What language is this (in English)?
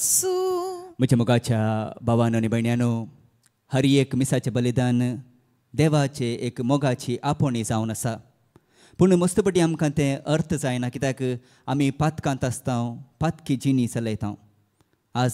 Konkani